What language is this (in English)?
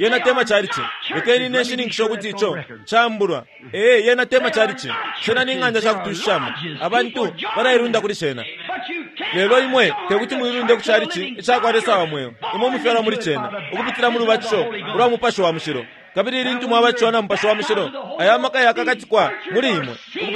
Bemba